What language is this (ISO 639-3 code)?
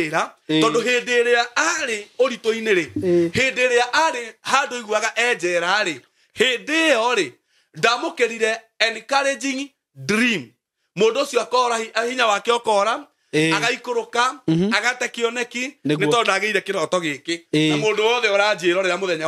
kik